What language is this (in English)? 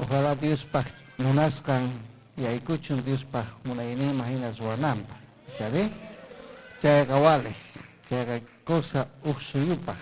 Ayacucho Quechua